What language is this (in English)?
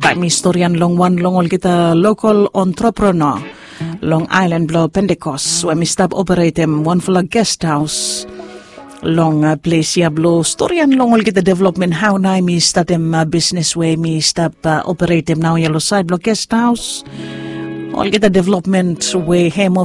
Bislama